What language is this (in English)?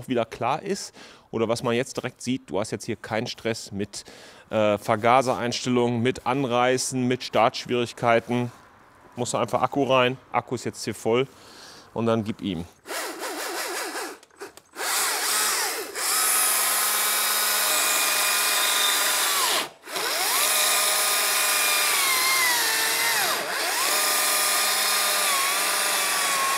German